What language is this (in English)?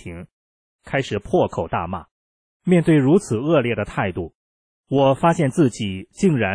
Chinese